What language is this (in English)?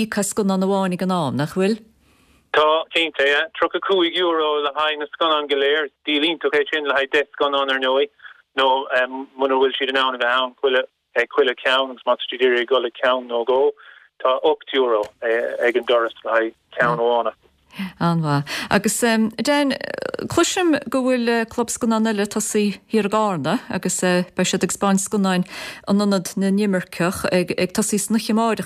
Irish